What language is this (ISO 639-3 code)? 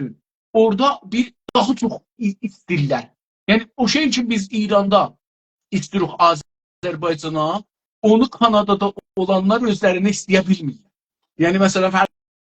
azb